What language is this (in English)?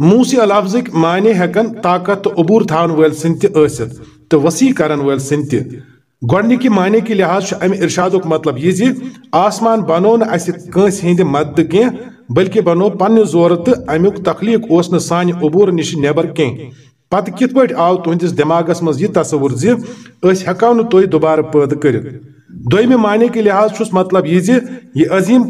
Kashmiri